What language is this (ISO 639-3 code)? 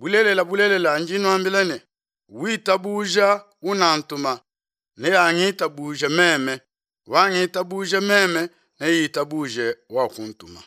lua